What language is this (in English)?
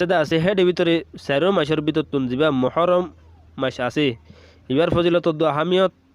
Rohingya